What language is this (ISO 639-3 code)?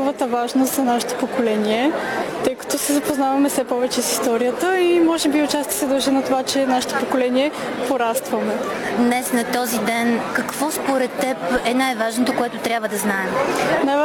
bul